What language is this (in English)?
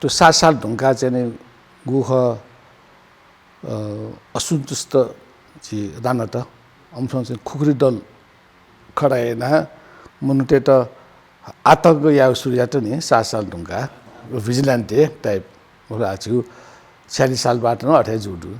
Newari